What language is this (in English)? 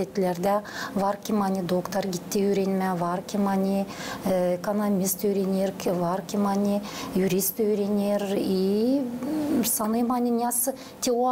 Gagauz